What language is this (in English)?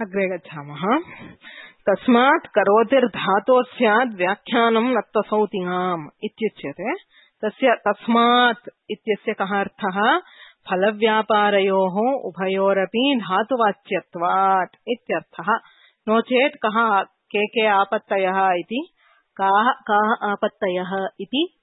Sanskrit